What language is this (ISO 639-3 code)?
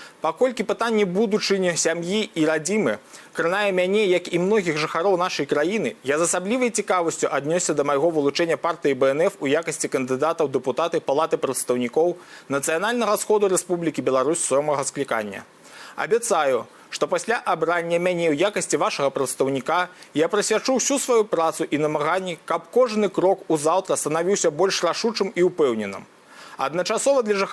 bel